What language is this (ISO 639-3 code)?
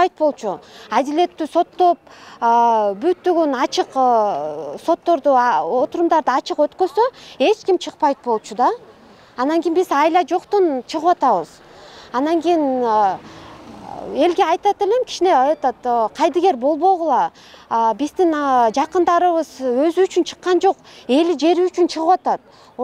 kir